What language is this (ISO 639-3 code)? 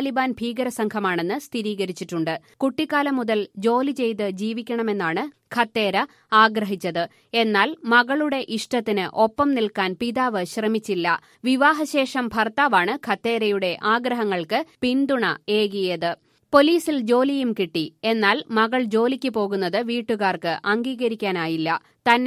mal